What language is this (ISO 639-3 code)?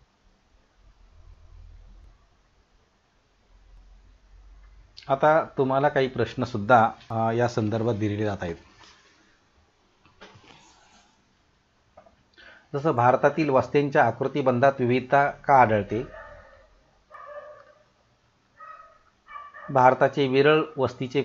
mar